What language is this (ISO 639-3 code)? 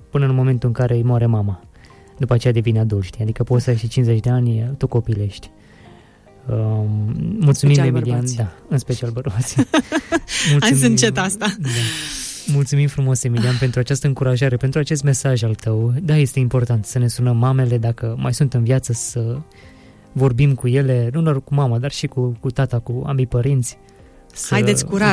ron